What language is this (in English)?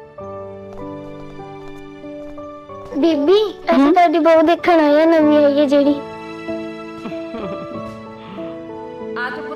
Punjabi